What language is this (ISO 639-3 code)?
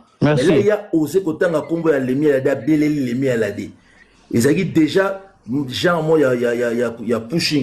lin